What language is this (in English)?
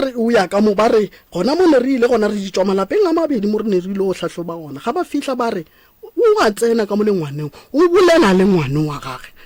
Northern Sotho